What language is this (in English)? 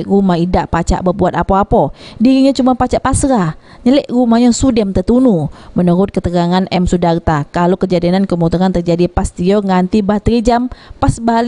Musi